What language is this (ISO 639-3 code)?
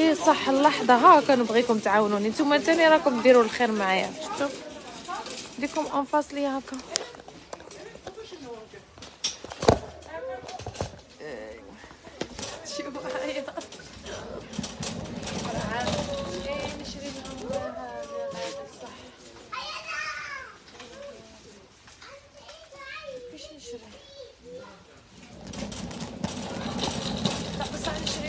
arq